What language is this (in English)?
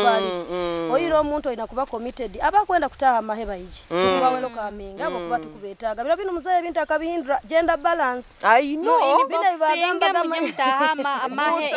Nyoro